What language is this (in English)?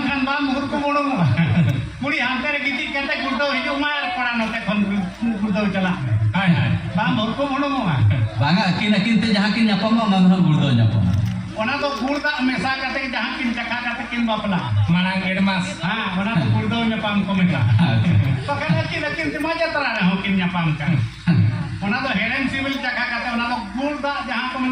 Santali